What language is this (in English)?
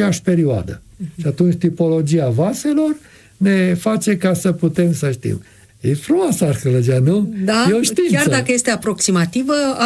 Romanian